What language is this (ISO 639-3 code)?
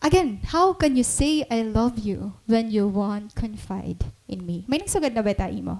war